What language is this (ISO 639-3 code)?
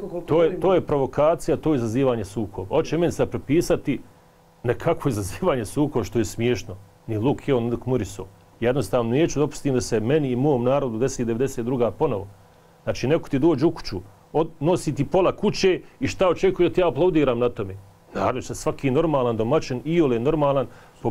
bos